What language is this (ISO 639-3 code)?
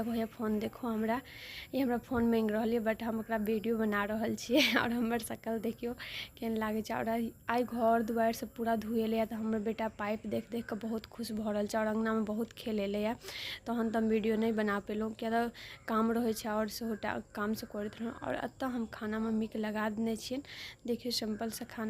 mai